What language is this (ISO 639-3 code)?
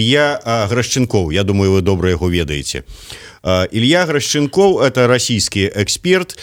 bel